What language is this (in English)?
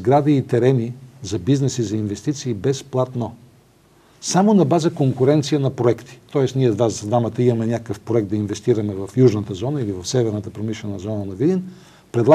Bulgarian